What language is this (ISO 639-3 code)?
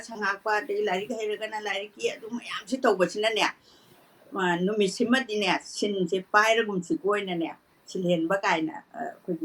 mni